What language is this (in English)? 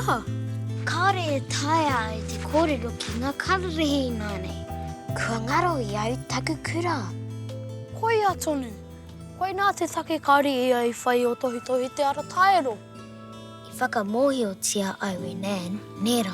Māori